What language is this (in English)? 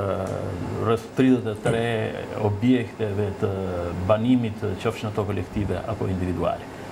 Albanian